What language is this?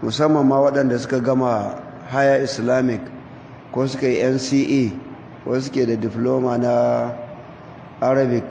Hausa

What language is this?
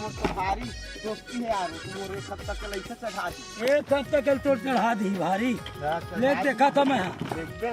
Chhattisgarhi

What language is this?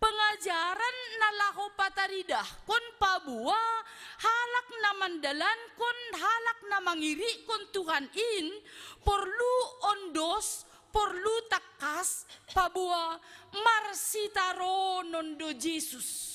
Batak Simalungun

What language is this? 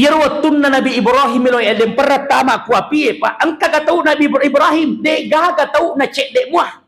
Buginese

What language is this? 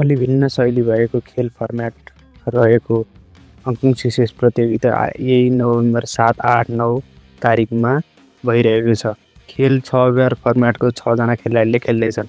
Nepali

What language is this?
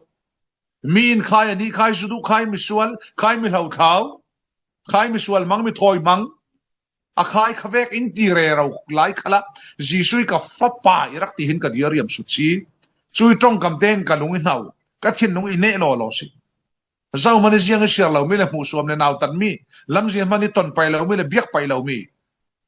Falam Chin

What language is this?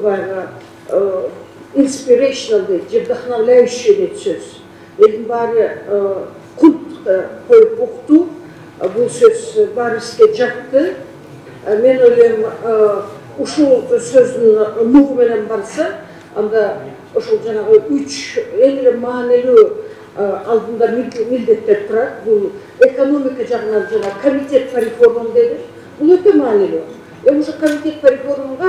Kyrgyz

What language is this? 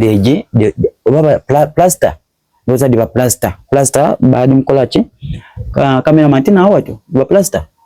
Soga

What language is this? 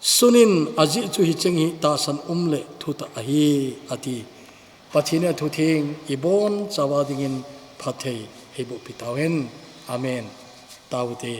Thado Chin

